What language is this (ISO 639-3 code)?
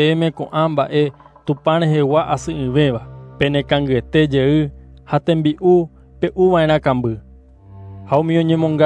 grn